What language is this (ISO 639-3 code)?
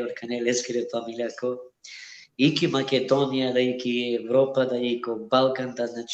rmn